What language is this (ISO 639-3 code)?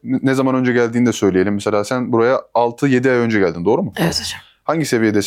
tur